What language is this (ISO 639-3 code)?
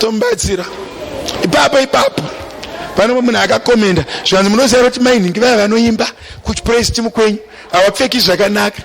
sna